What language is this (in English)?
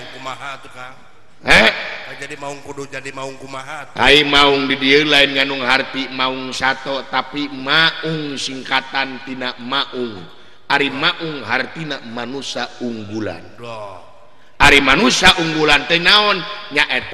Sundanese